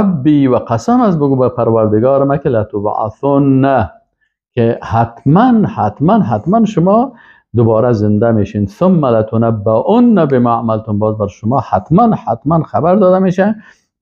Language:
Persian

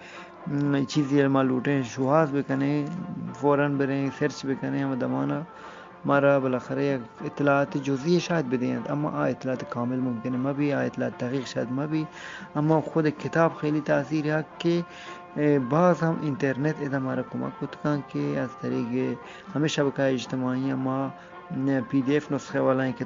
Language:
Eastern Balochi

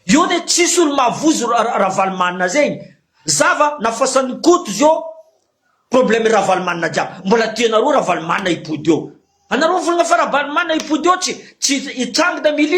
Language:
Malagasy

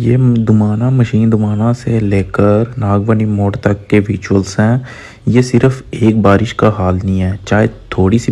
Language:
Dogri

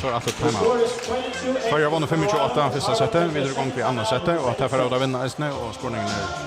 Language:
Faroese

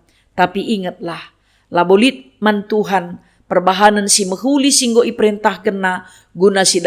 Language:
Batak Karo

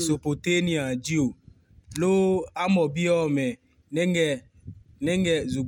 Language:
Adangme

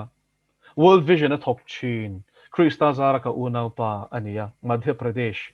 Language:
Mizo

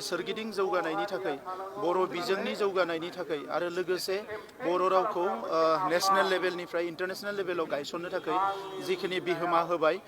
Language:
Bodo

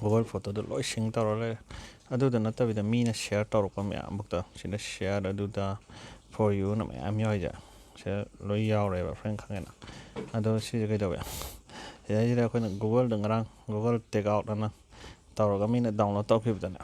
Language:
Manipuri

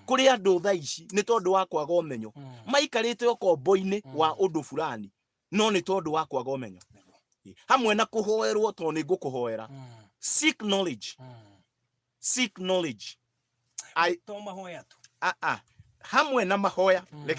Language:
Kikuyu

